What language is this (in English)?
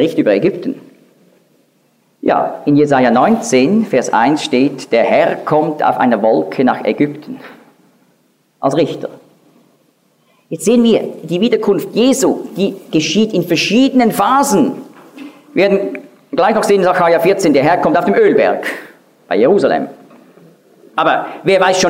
German